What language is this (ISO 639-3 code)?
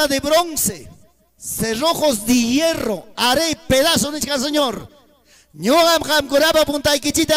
quy